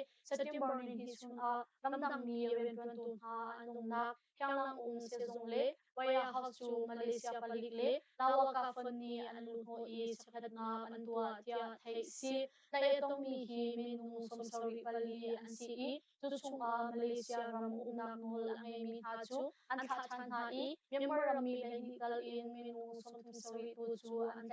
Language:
Hakha Chin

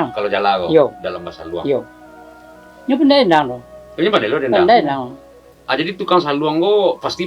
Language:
Minangkabau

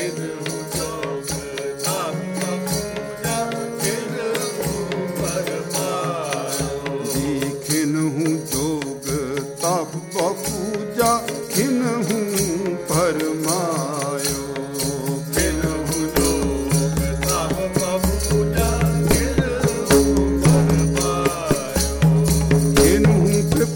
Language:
Punjabi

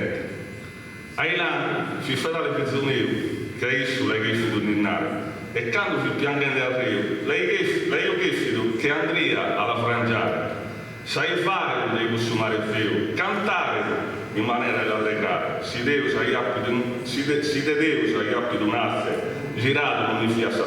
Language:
Sardinian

